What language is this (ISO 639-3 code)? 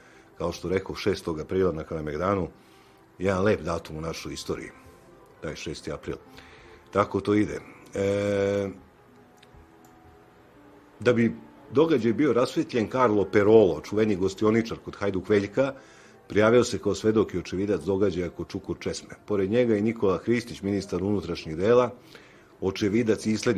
srp